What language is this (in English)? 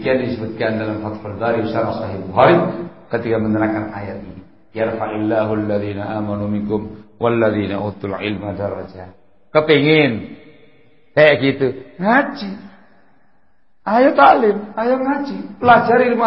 Indonesian